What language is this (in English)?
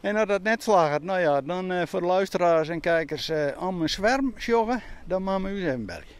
Western Frisian